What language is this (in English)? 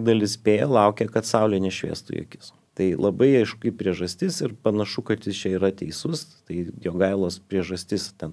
Lithuanian